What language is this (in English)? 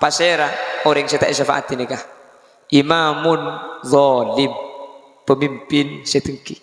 Madurese